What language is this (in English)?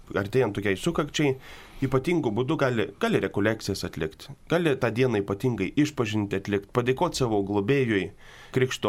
Lithuanian